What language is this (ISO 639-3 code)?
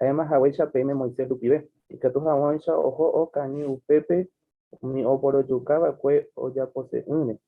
grn